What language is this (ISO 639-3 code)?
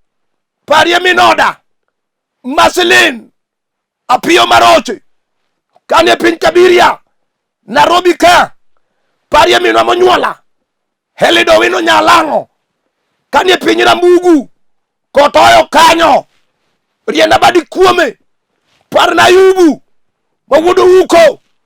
luo